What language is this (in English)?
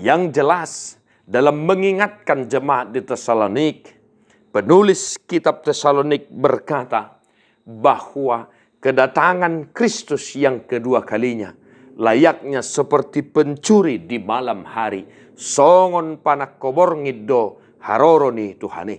Batak Toba